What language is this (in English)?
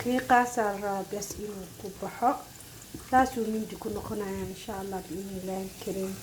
Somali